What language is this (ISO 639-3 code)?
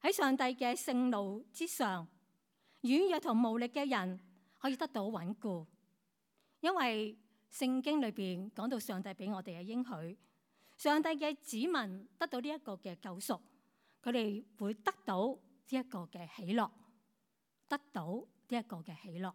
yue